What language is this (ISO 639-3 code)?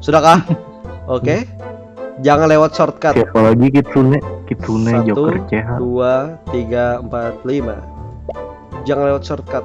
bjn